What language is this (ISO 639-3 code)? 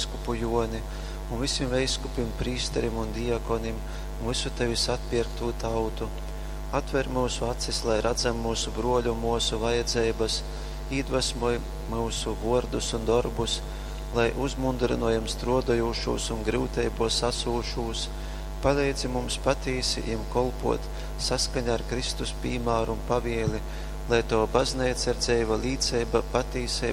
ltg